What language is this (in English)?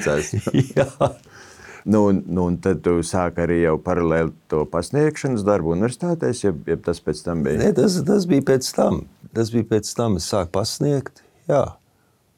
Latvian